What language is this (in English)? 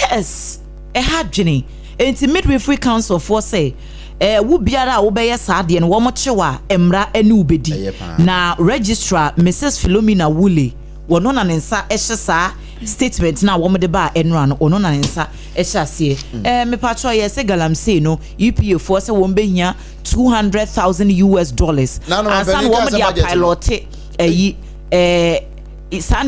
Akan